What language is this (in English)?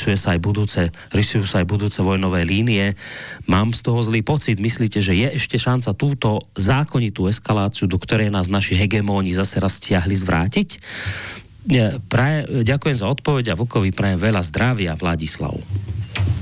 Slovak